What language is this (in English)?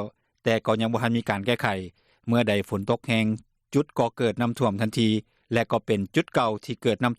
Lao